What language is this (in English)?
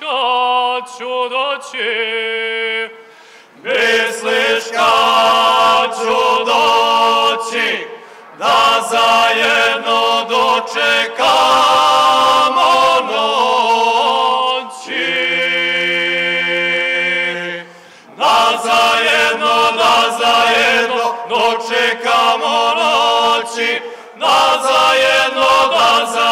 Serbian